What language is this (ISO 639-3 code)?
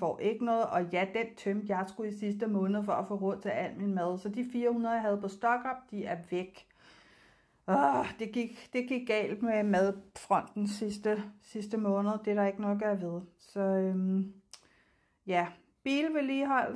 dan